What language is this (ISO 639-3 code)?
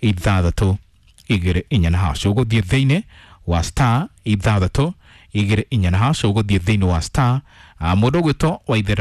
kik